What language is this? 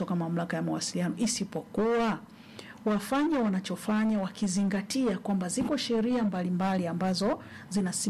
Swahili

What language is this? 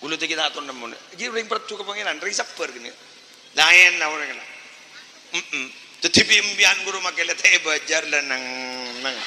Madurese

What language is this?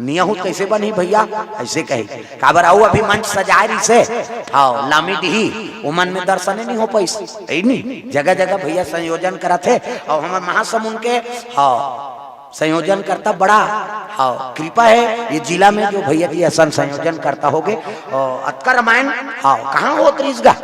Chhattisgarhi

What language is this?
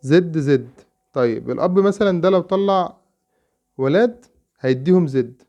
Egyptian Arabic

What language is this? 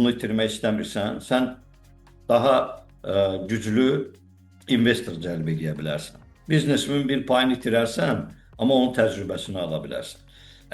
Azerbaijani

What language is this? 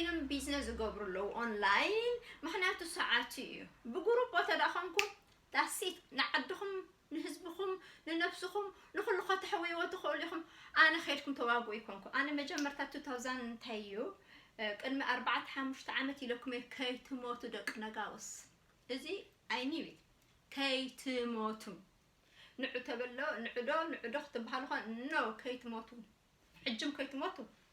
Tigrinya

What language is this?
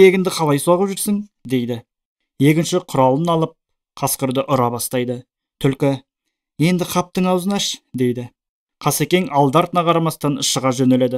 Kazakh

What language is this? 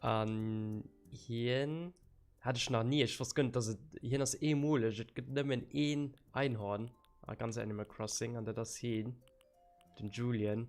Luxembourgish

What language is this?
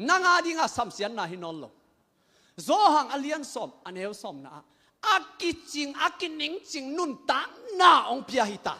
Tedim Chin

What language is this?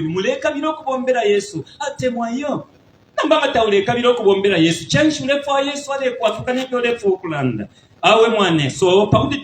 Bemba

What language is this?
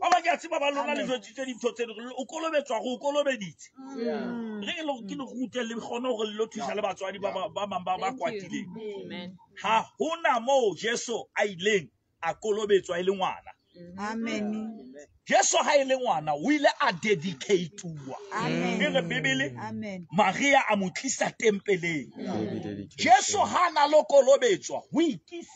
Southern Sotho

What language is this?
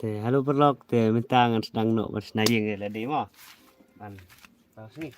Khasi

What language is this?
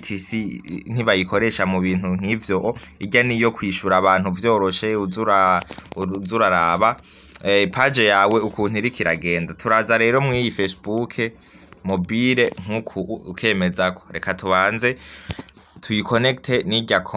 Rundi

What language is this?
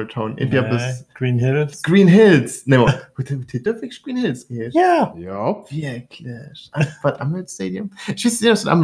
Luxembourgish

